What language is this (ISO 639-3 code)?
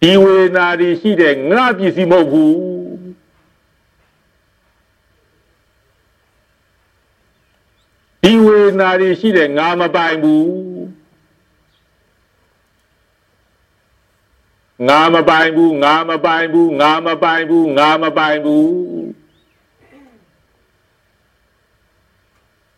mya